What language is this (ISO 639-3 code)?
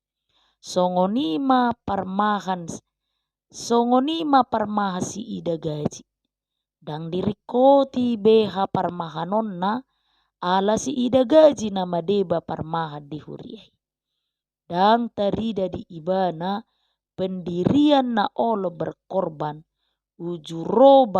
bbc